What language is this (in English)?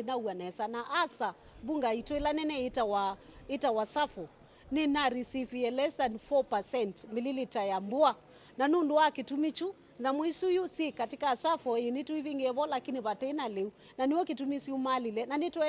Kamba